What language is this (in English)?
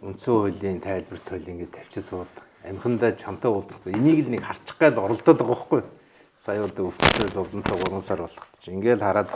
Mongolian